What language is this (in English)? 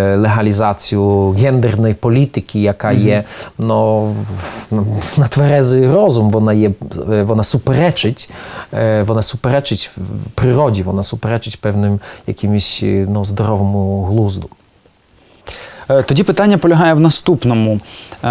Ukrainian